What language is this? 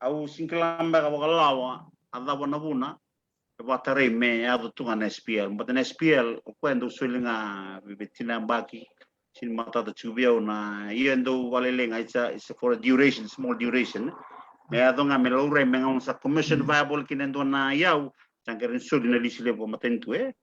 Fijian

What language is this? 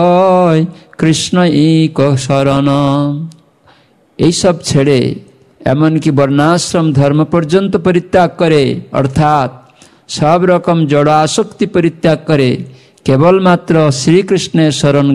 Bangla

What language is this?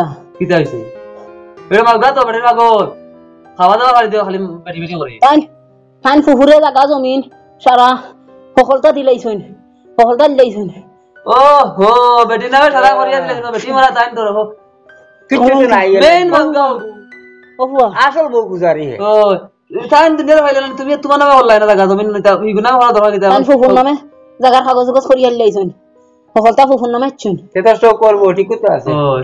Sylheti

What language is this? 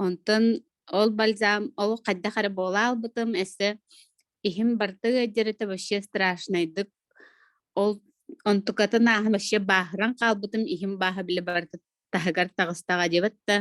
Yakut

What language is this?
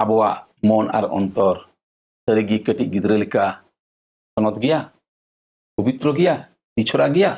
Santali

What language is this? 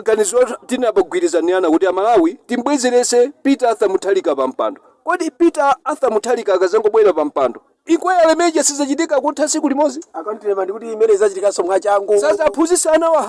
Nyanja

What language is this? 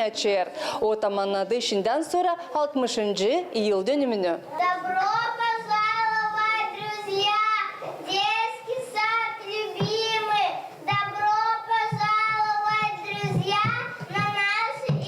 Gagauz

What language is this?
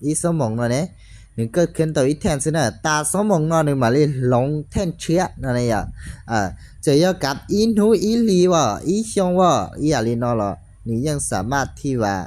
Hmong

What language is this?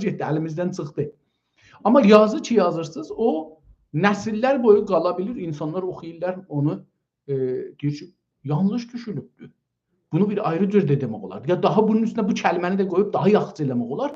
South Azerbaijani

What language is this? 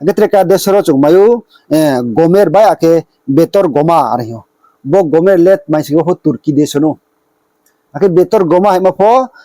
Riang (India)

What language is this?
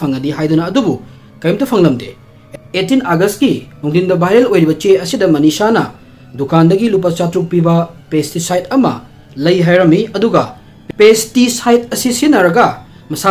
Manipuri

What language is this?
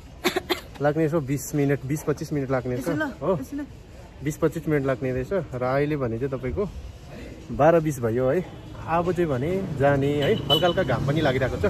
Nepali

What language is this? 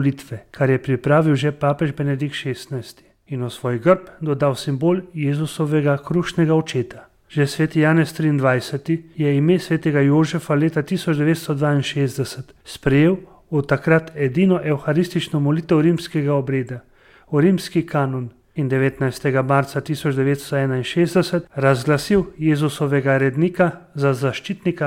Slovenian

